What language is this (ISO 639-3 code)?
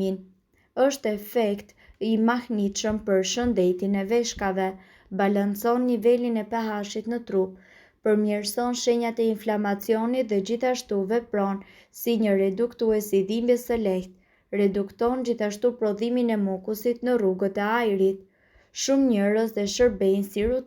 sqi